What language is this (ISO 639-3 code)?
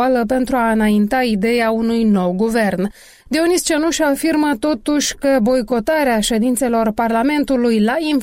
ron